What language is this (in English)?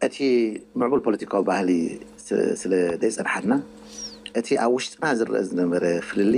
Tigrinya